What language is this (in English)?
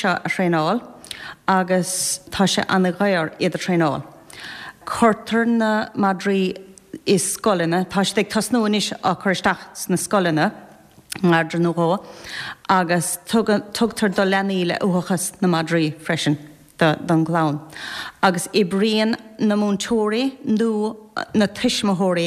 Irish